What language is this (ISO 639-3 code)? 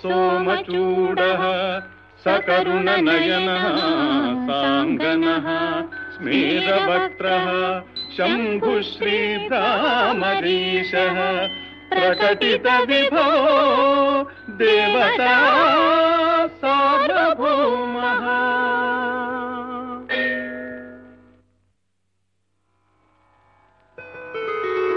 san